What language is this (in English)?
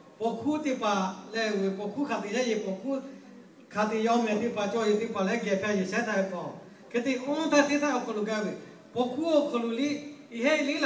Lahu